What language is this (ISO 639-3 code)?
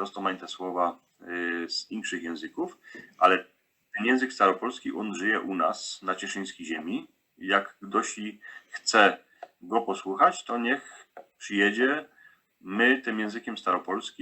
szl